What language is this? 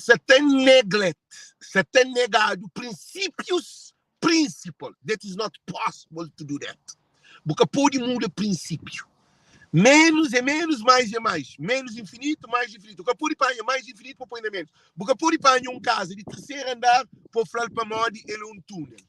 Kabuverdianu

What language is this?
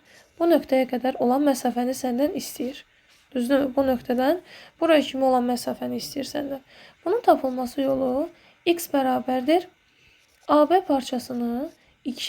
Azerbaijani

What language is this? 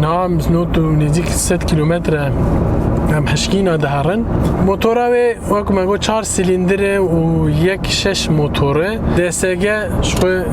Kurdish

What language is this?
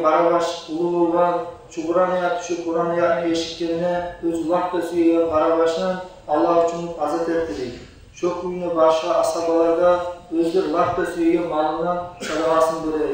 Kumyk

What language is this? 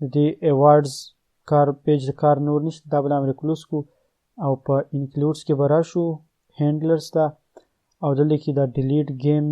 Pashto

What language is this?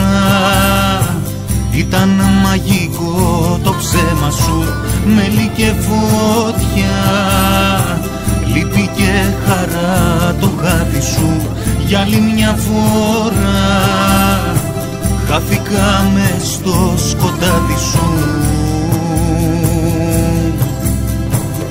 Greek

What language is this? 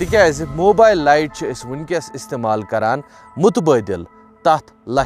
Kashmiri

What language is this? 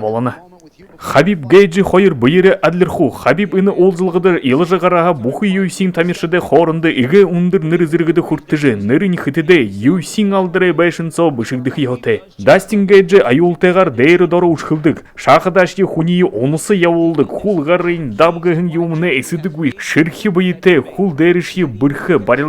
Buriat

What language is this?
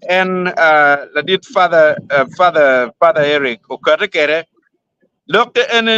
Acoli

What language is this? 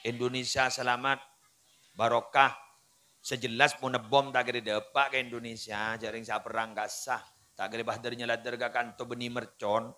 Madurese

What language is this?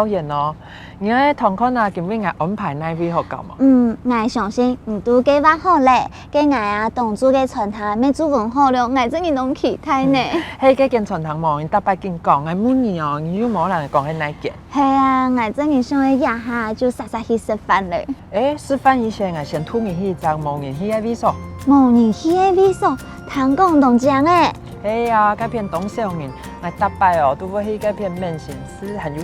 Hakka Chinese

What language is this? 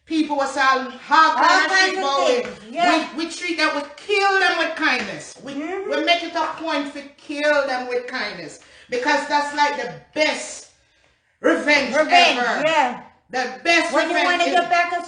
Jamaican Creole English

